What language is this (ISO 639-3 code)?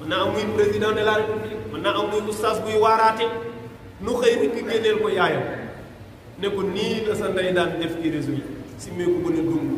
wol